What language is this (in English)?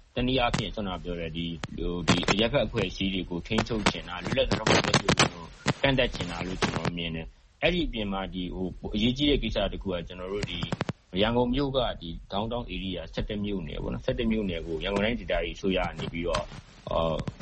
Burmese